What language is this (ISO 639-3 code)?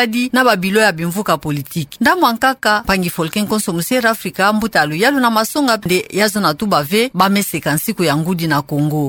ktu